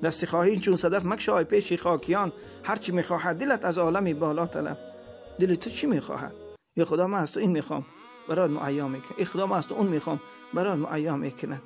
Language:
Tajik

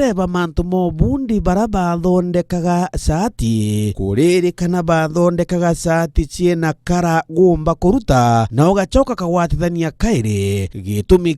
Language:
Meru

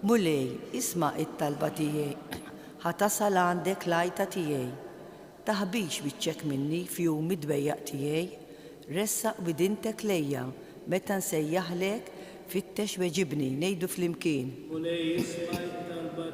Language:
Maltese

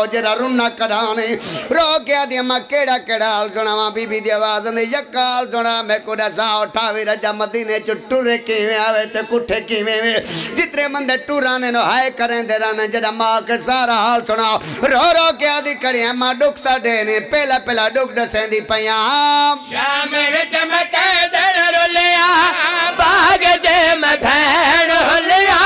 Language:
Pahari-Potwari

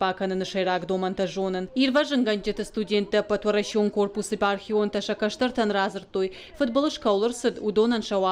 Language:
Ossetic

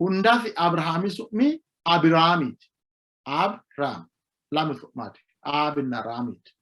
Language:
Sidamo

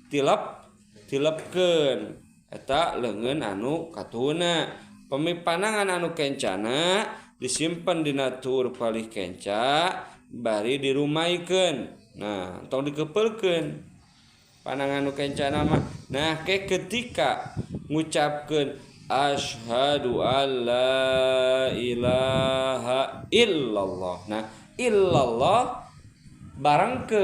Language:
Sundanese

